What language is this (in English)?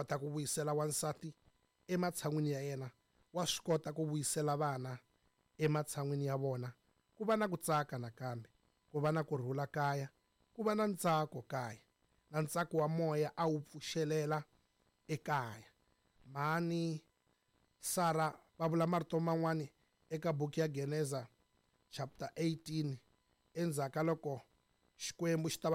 Tsonga